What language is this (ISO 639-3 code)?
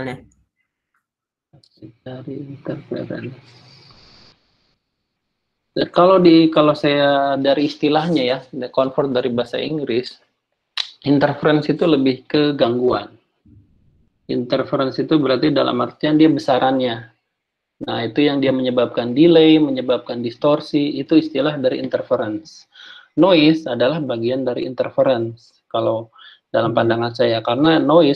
ind